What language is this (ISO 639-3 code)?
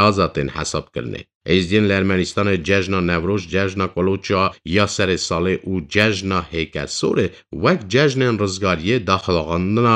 kur